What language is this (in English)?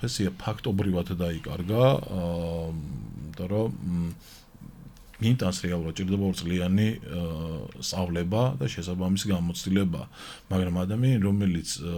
Georgian